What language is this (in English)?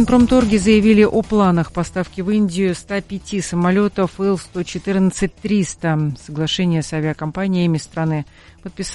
Russian